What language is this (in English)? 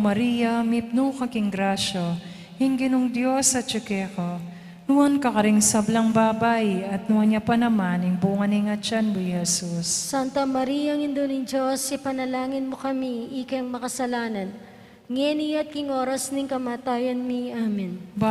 Pampanga